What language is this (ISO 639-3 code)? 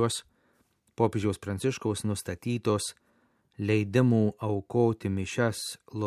lit